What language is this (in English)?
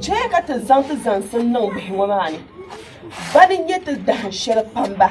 Dagbani